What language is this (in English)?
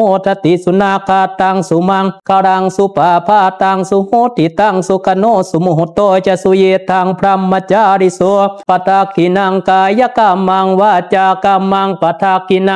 Pali